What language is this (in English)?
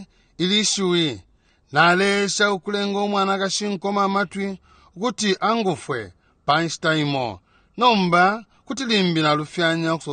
Bemba